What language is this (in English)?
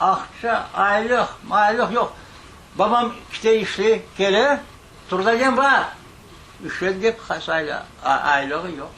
Crimean Tatar